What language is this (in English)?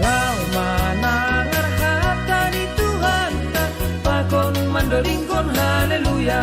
Batak Simalungun